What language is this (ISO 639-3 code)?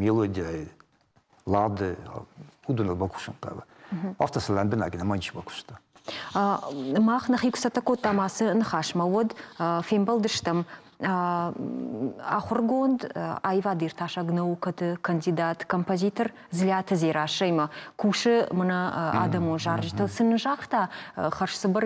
oss